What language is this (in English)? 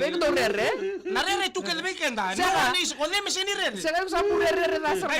Fijian